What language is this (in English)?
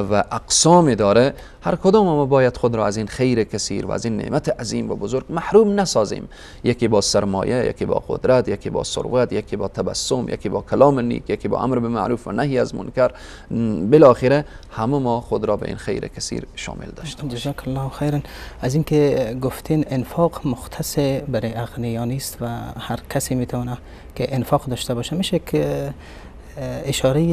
Persian